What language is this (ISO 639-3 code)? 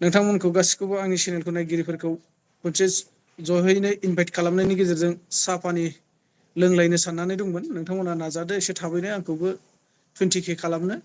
brx